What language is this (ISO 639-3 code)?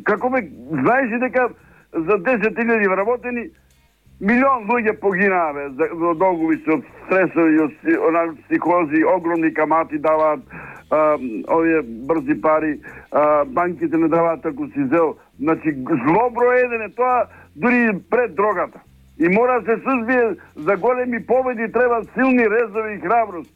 mkd